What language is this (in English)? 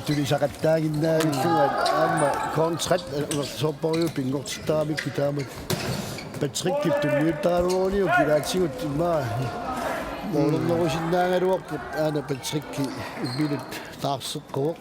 Kalaallisut